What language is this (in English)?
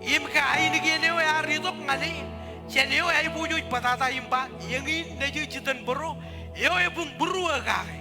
Marshallese